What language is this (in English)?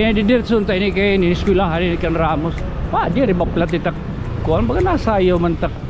Waray